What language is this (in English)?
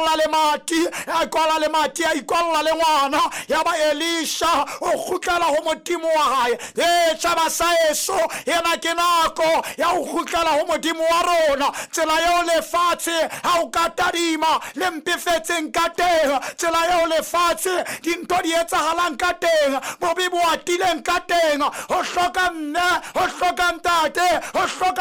Southern Sotho